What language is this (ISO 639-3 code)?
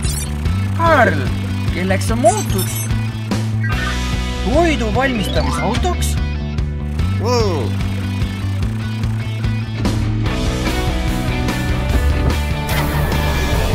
est